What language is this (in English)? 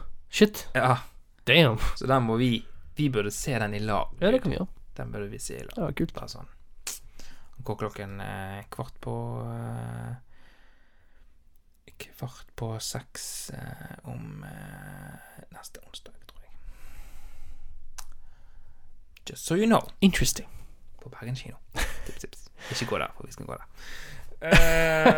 Norwegian